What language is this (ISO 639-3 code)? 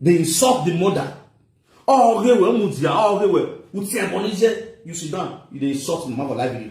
pcm